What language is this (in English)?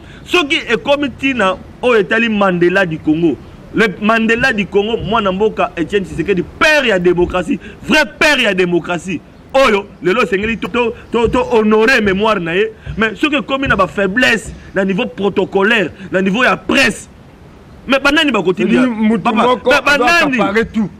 Lingala